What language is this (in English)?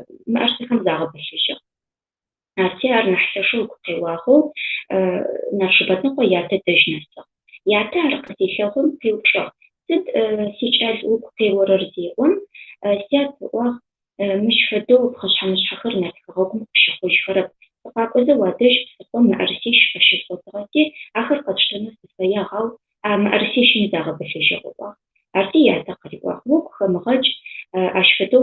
Adyghe